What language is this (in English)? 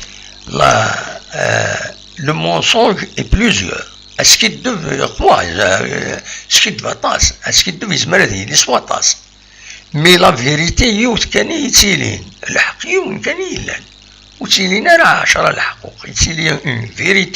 Kabyle